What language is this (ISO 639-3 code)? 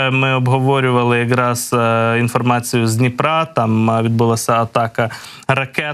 ukr